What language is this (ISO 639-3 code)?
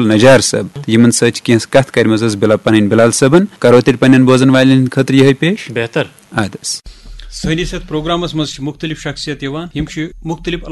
kas